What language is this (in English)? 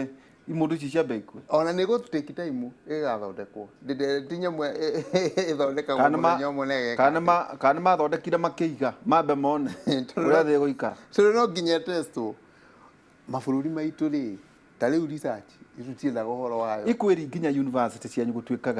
Kikuyu